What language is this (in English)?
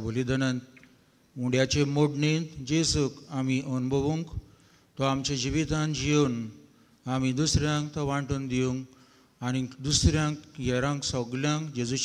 Konkani